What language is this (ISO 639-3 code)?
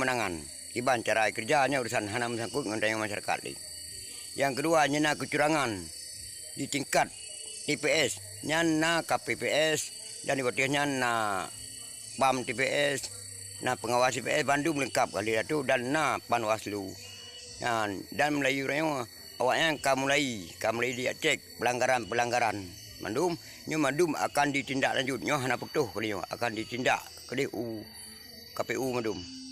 ace